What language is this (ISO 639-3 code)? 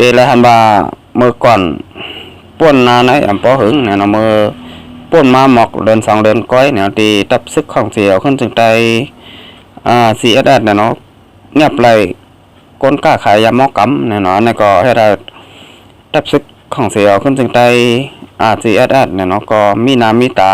shn